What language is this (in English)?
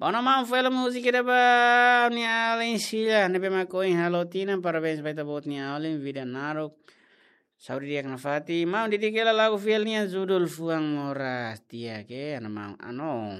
Tetum